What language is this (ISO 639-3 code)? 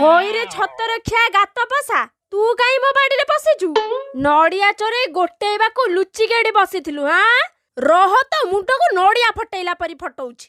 ori